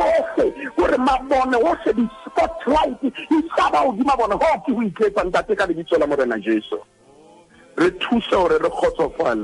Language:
Southern Sotho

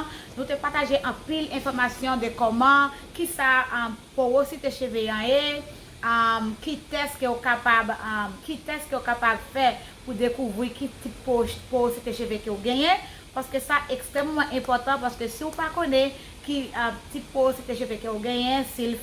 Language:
Haitian Creole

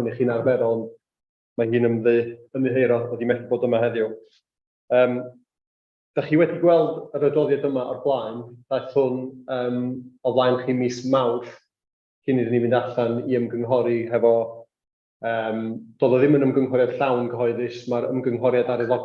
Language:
Welsh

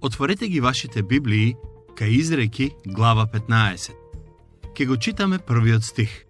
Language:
Macedonian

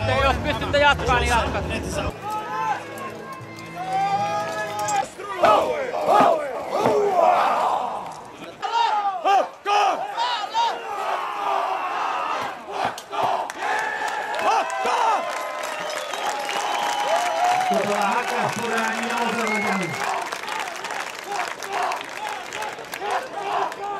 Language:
Finnish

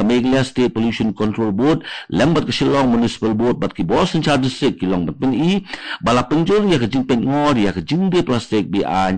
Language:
Khasi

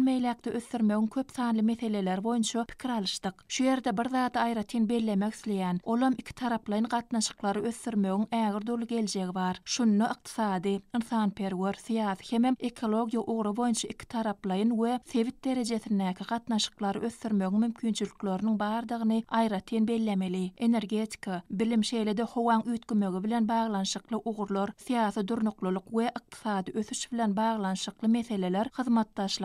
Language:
Turkmen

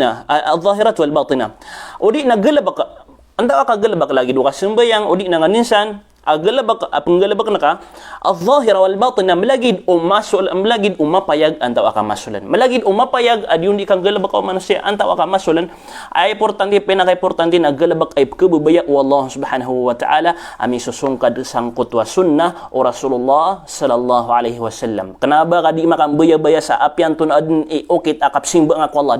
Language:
Maranao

